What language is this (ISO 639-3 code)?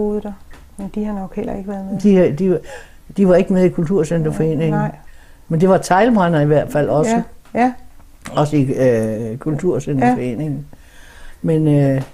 dan